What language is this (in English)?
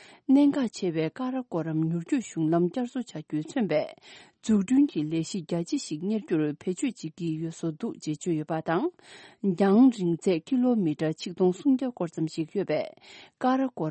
Tibetan